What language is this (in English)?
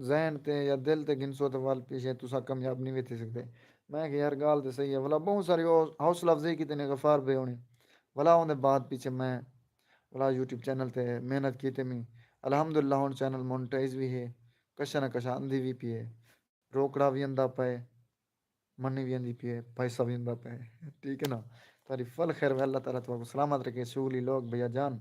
Saraiki